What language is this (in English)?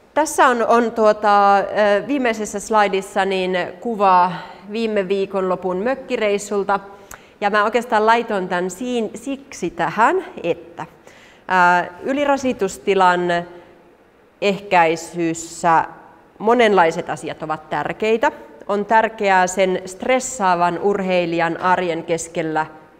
Finnish